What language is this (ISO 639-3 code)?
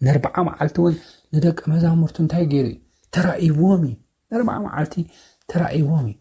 tir